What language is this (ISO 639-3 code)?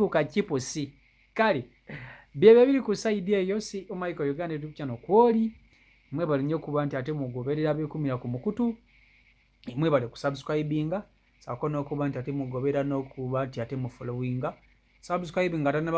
lug